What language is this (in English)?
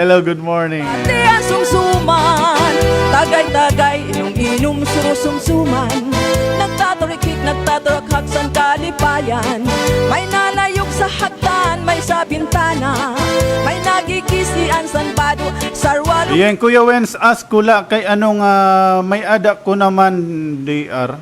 Waray